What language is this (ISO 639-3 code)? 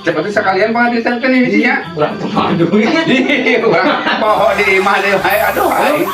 sun